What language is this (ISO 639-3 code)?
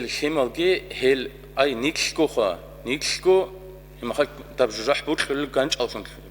ava